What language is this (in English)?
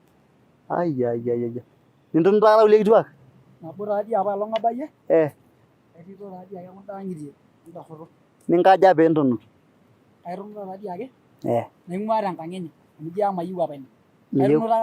Masai